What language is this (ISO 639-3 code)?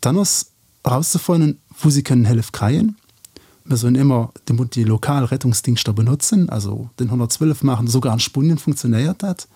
ltz